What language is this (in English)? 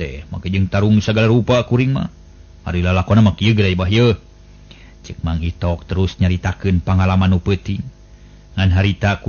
Sundanese